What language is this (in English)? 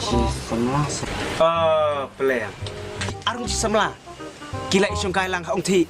Khasi